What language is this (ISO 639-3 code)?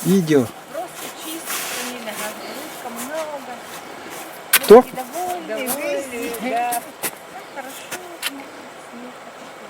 sah